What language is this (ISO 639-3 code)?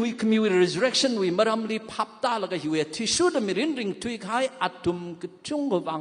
nmf